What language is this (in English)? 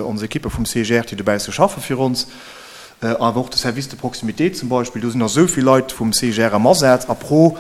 Luxembourgish